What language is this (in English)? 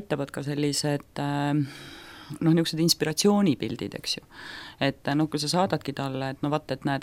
Estonian